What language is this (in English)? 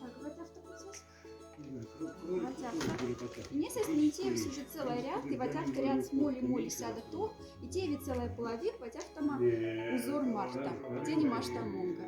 Moksha